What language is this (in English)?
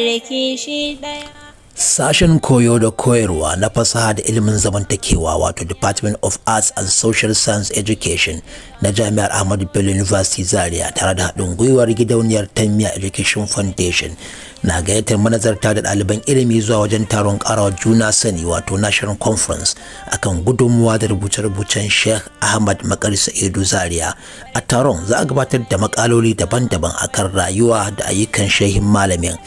Hausa